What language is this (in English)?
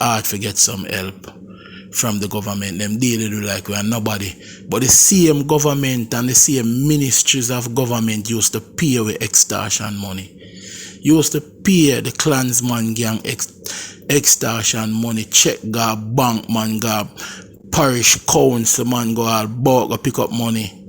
Jamaican Creole English